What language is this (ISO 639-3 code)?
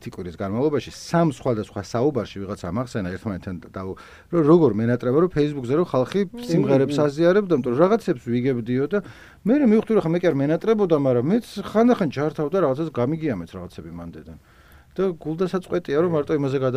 kat